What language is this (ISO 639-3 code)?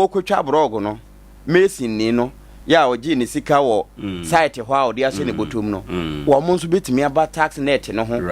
aka